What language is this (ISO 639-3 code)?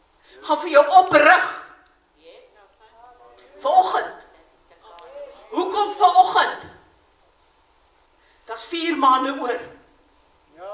afr